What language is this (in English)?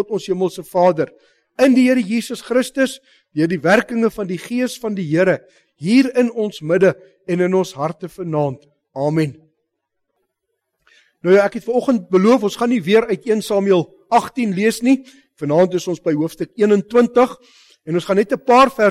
Afrikaans